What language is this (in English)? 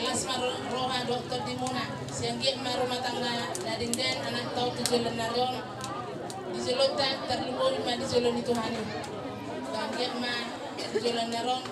Batak Toba